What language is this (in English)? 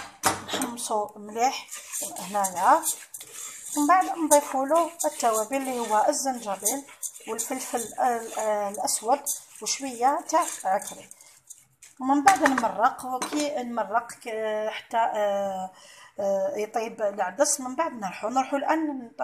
Algerian Arabic